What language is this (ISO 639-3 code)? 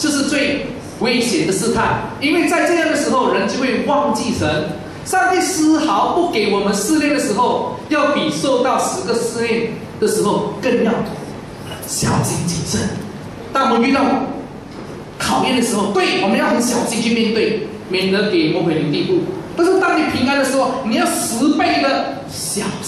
zho